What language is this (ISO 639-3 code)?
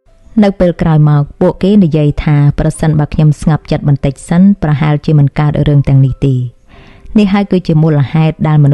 khm